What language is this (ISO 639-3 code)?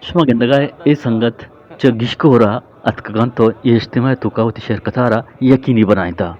bgp